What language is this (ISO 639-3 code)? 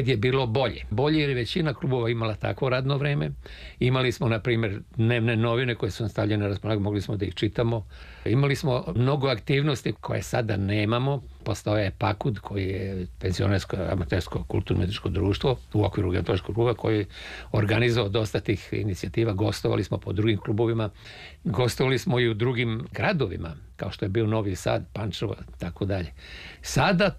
srp